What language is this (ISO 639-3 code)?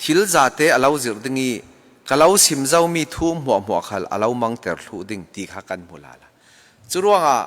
cfm